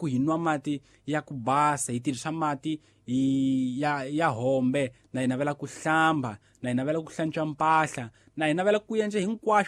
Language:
Tsonga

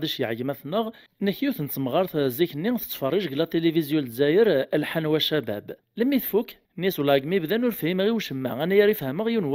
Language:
Kabyle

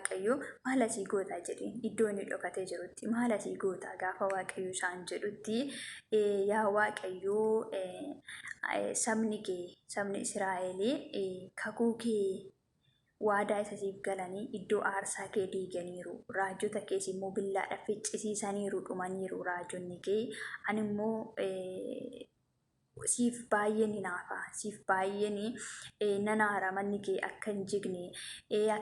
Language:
Oromo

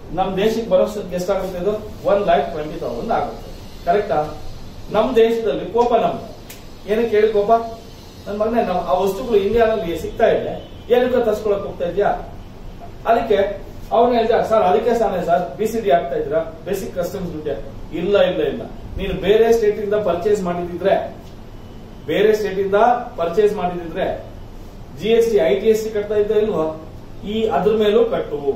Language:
Kannada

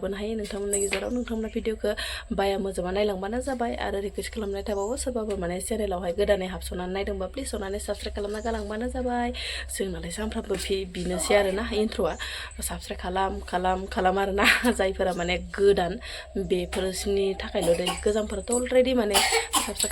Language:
Bodo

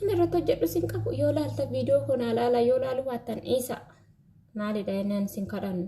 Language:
Oromo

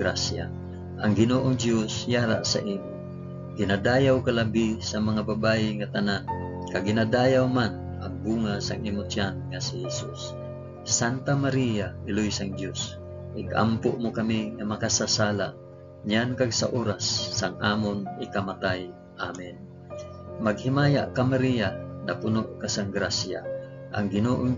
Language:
Hiligaynon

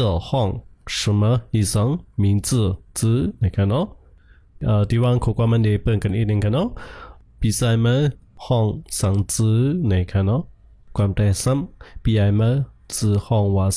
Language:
Shan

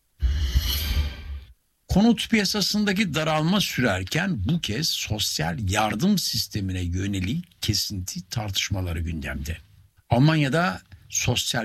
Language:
Turkish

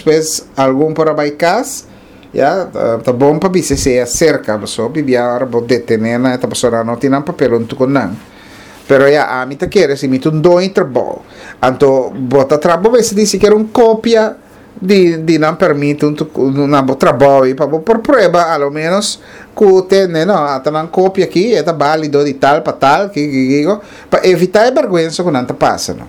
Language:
Papiamento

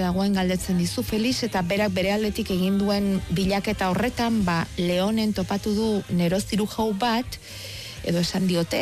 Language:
Basque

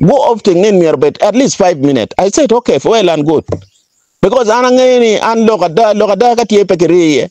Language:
Acoli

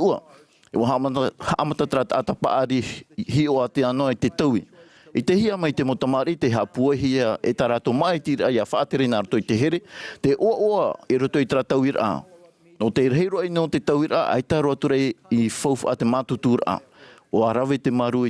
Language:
Tahitian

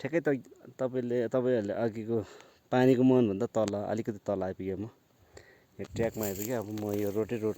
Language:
Nepali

